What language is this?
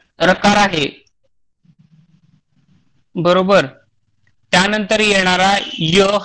Marathi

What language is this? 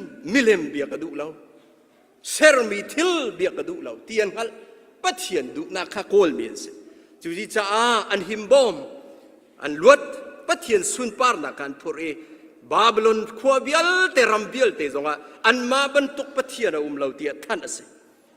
Hakha Chin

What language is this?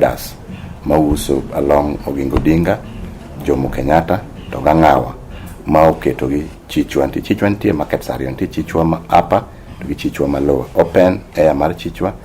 Luo (Kenya and Tanzania)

